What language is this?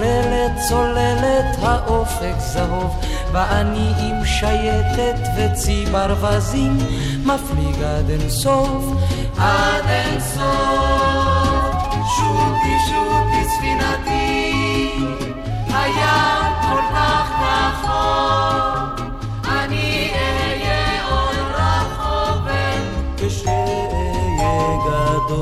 Hebrew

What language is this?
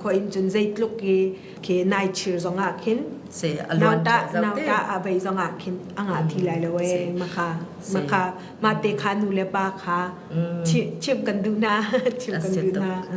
Falam Chin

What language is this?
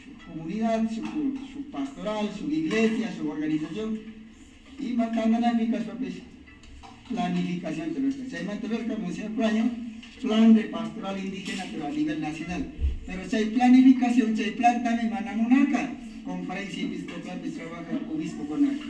Imbabura Highland Quichua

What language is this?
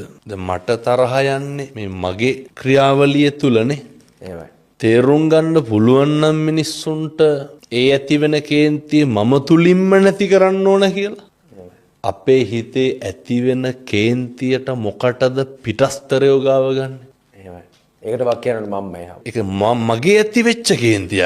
Sinhala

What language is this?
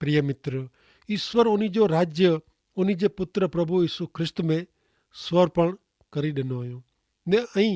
Kachhi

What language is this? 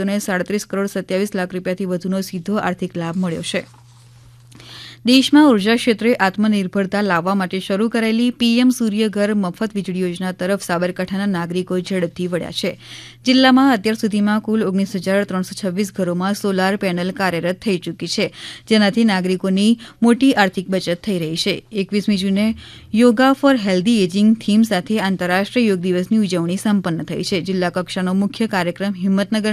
Gujarati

